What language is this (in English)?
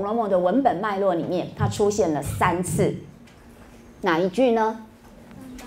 Chinese